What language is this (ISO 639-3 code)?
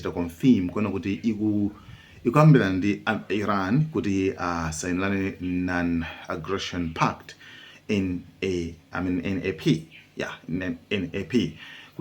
nya